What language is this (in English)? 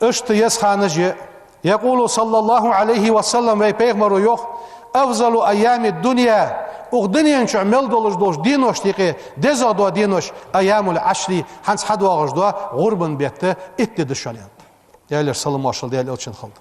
Ingush